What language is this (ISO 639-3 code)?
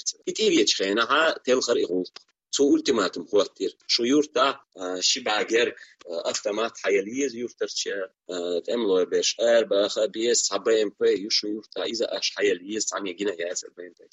che